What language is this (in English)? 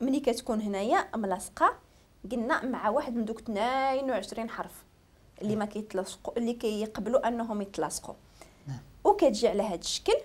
Moroccan Arabic